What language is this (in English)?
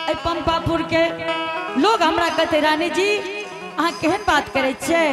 Angika